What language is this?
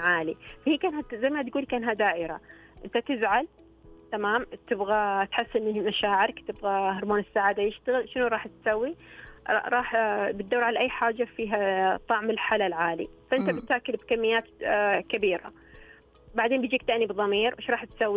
Najdi Arabic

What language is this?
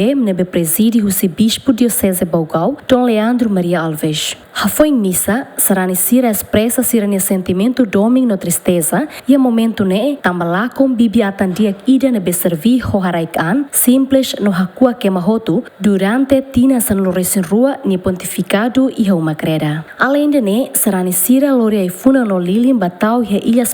Tetum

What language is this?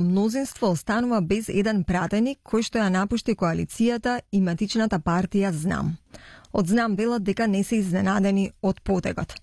Macedonian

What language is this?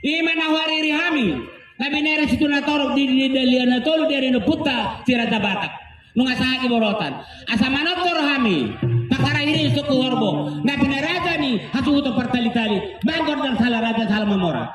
Batak Toba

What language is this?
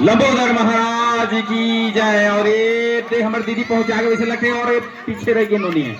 Chhattisgarhi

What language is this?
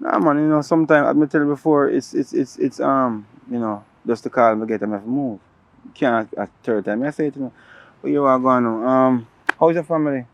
Jamaican Creole English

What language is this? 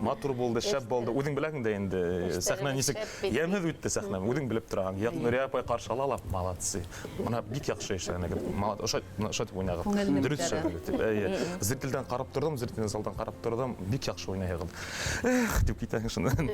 Bashkir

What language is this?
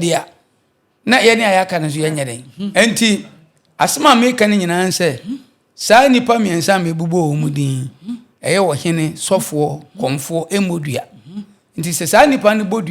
Akan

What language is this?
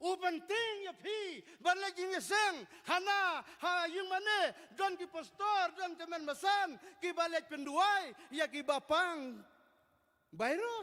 Khasi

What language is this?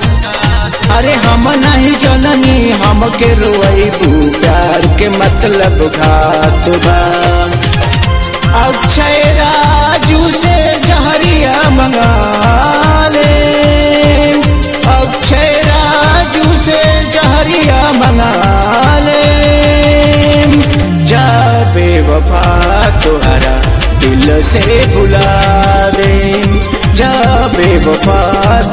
Bhojpuri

